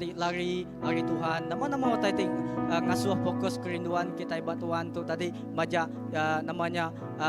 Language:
Iban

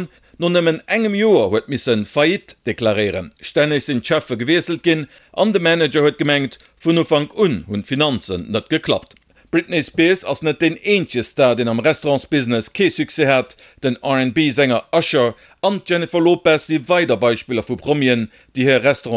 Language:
Luxembourgish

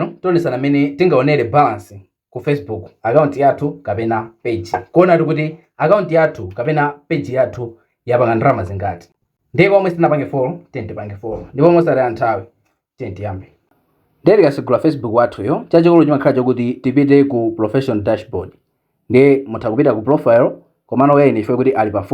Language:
Nyanja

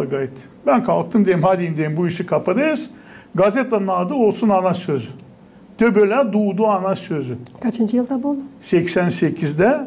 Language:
Gagauz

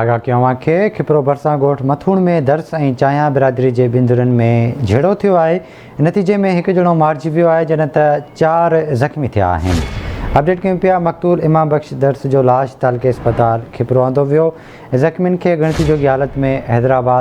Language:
Sindhi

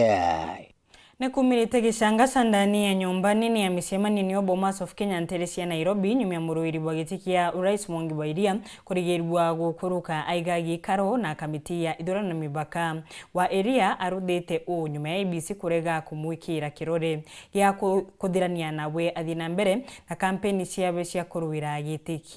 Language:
Meru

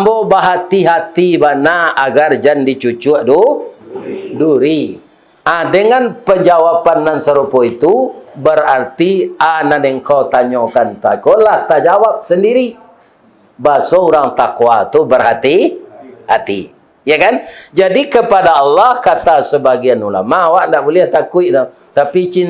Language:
Minangkabau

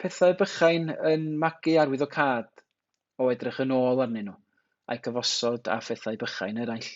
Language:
Welsh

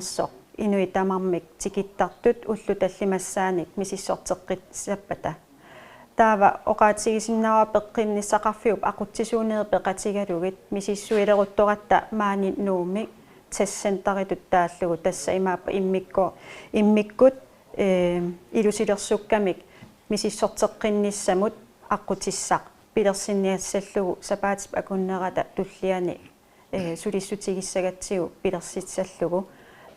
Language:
Kalaallisut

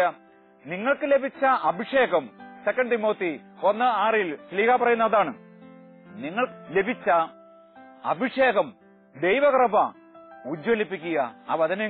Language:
Malayalam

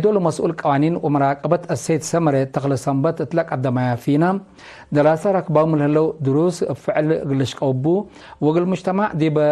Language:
Tigre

